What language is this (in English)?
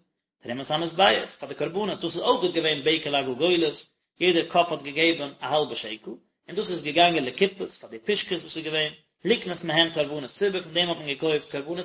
Yiddish